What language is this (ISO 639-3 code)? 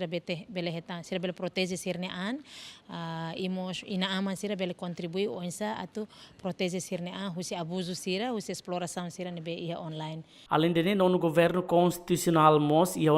tet